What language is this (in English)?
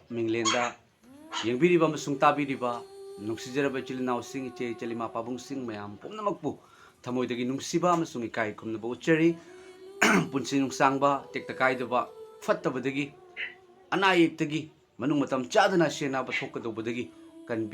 Manipuri